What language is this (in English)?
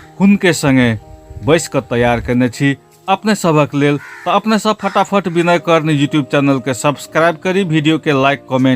Maithili